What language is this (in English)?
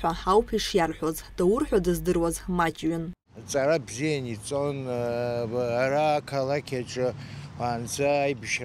Abkhazian